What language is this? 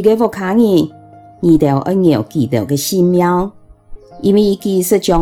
Hakka Chinese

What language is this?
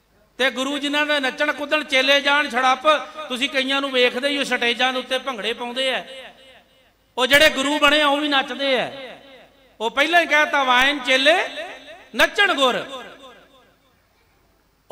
Punjabi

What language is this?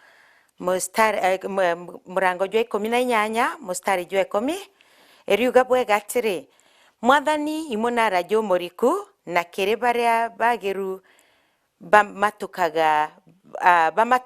Meru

